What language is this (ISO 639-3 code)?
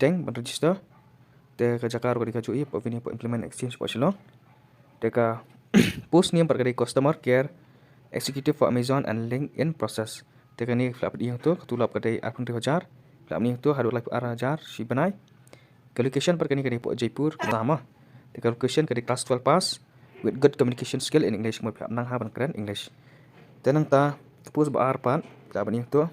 kha